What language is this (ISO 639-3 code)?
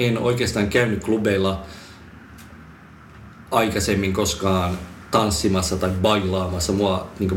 fin